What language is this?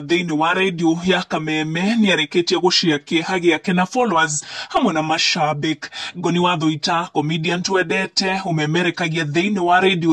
Kikuyu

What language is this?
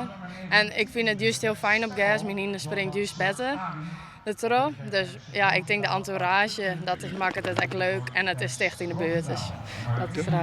Western Frisian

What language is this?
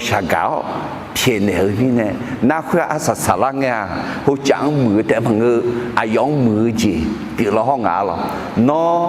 Akha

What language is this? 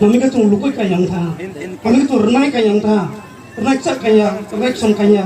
Riang (India)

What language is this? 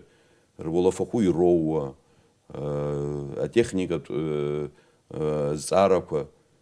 Abkhazian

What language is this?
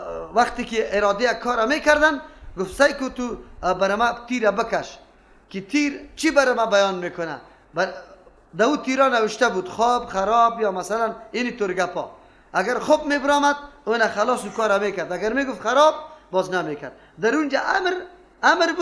Persian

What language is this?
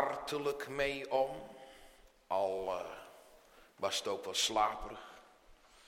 Dutch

